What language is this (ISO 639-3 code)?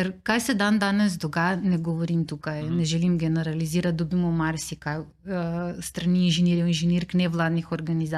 slv